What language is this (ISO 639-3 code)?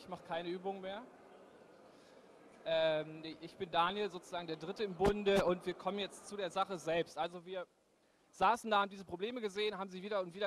deu